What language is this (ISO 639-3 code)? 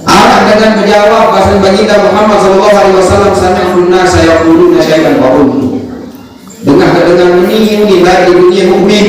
sas